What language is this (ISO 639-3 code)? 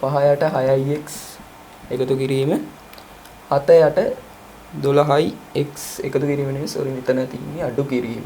sin